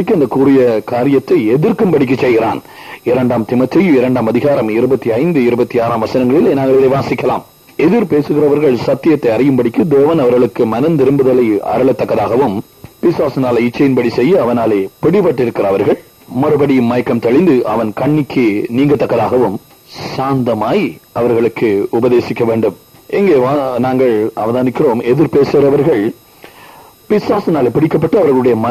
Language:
Tamil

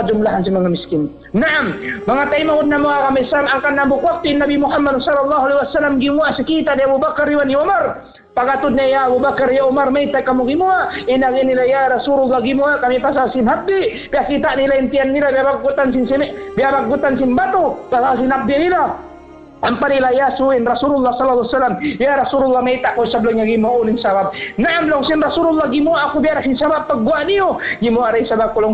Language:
Tausug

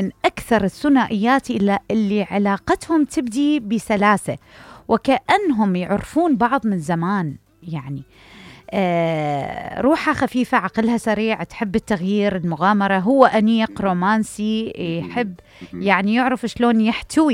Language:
Mesopotamian Arabic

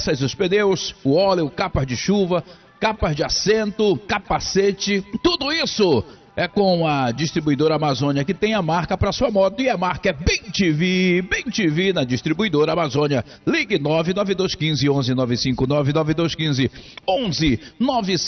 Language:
Portuguese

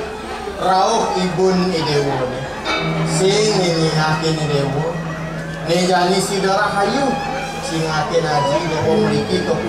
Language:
Balinese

